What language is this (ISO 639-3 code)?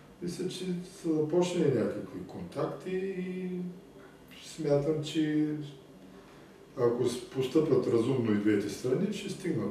bul